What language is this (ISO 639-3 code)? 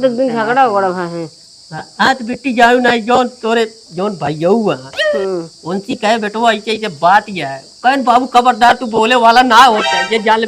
awa